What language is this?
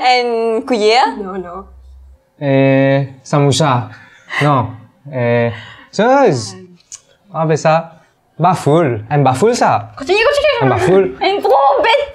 Morisyen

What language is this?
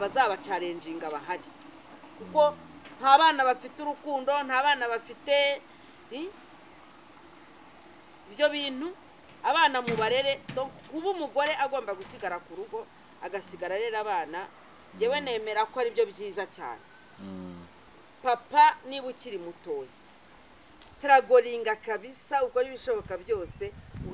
Kinyarwanda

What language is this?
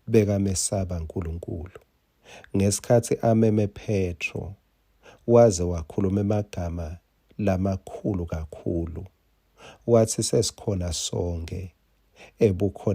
Swati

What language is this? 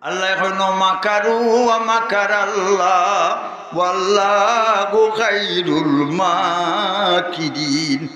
Sylheti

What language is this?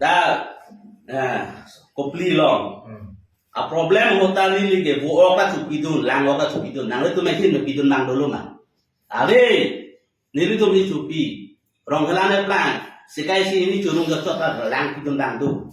Karbi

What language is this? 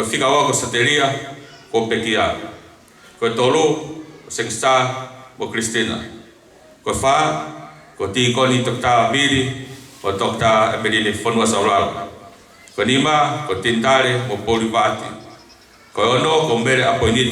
Tongan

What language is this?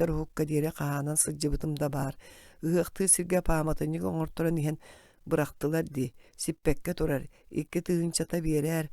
Yakut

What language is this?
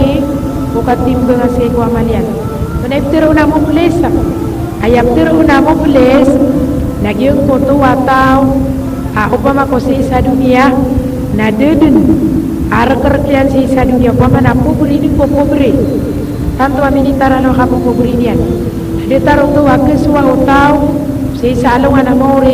Maranao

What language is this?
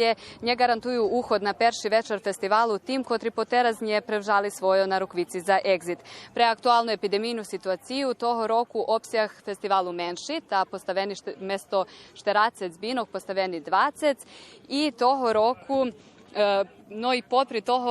Rusyn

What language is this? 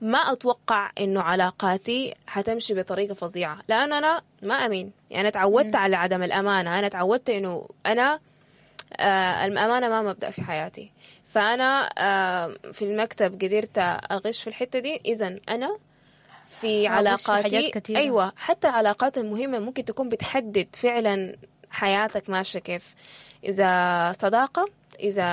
Sudanese Arabic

